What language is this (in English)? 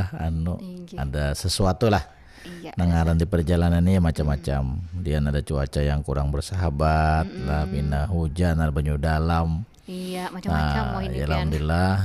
Banjar